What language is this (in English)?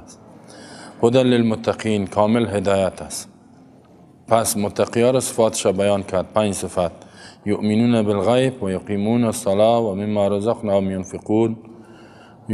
Persian